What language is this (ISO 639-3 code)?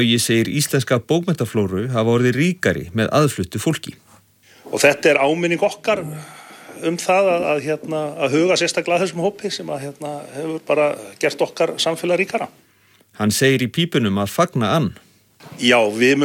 isl